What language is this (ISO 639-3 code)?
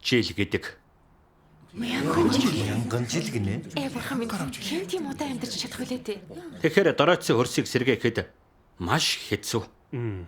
mon